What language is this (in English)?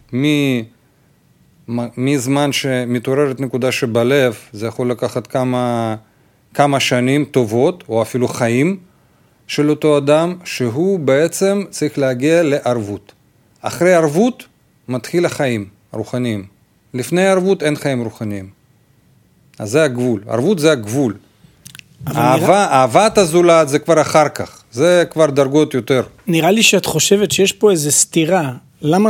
Hebrew